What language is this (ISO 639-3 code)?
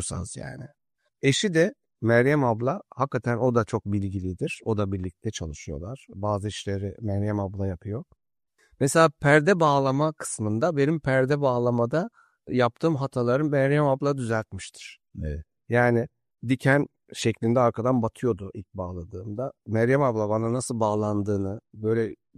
tur